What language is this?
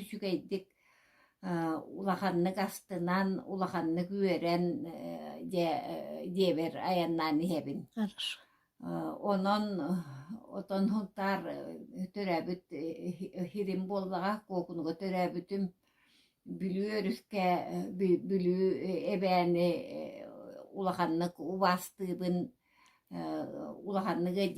Yakut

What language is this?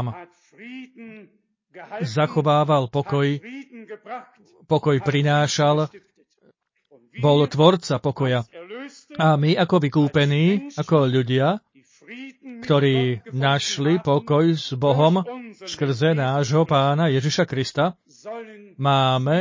Slovak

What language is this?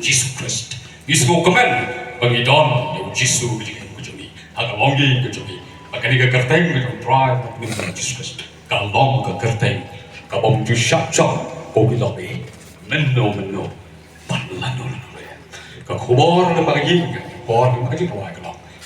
Khasi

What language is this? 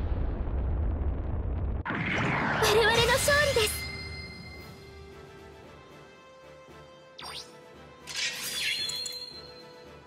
Japanese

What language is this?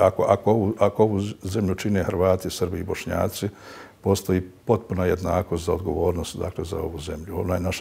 Bosnian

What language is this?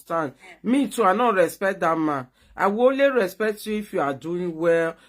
Nigerian Pidgin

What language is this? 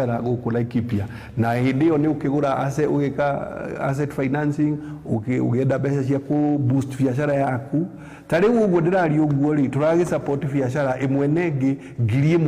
Kikuyu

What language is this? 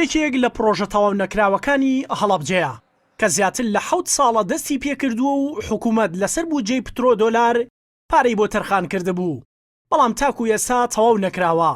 Central Kurdish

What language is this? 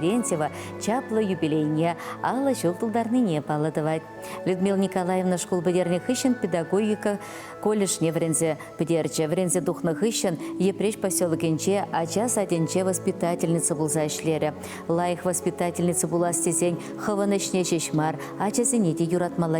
Chuvash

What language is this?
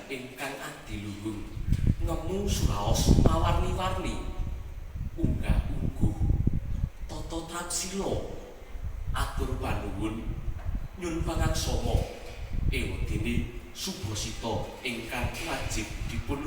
Javanese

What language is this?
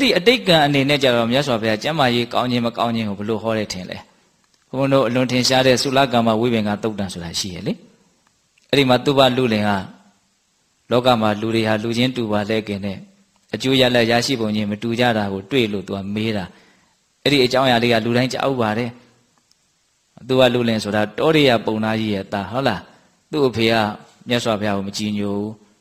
Burmese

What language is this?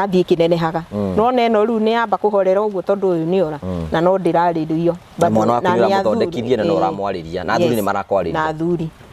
Kikuyu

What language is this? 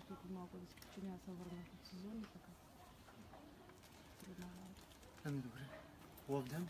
Bulgarian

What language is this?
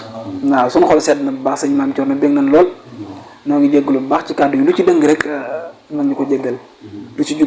Wolof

